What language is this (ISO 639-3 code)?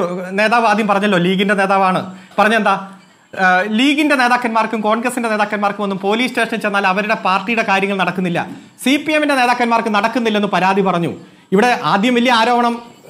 mal